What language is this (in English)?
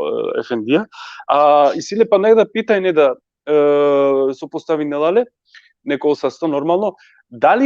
Balkan Romani